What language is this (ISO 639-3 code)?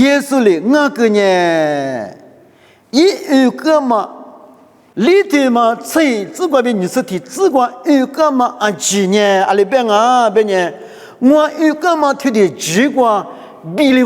lis